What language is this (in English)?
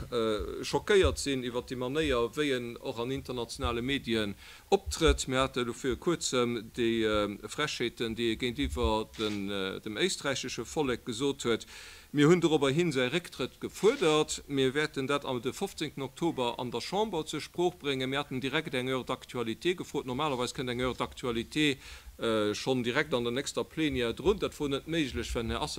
Luxembourgish